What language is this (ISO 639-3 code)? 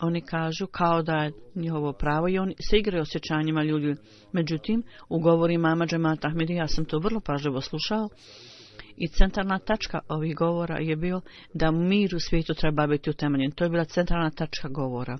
bos